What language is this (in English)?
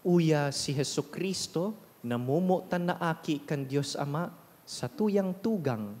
Bikol